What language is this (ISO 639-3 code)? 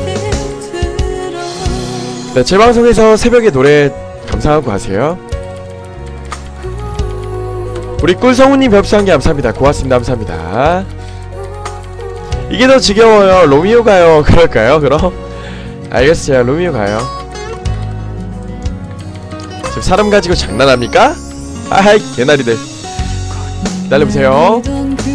kor